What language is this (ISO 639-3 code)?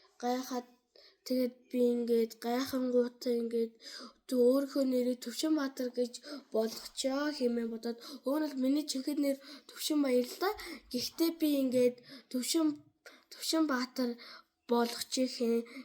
mon